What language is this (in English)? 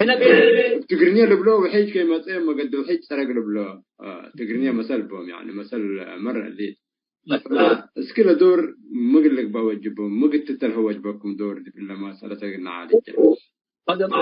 Tigre